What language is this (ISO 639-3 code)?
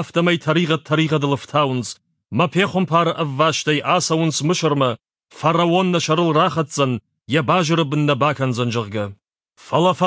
oss